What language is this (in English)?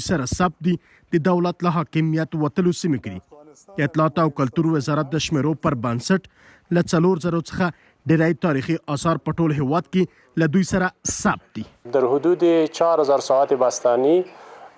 Pashto